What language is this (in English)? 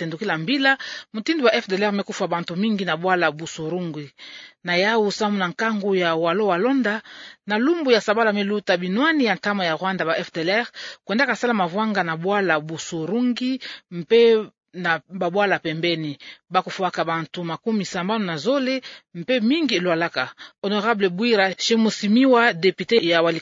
Kituba (Democratic Republic of Congo)